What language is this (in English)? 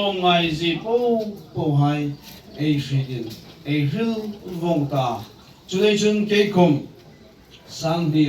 Hmar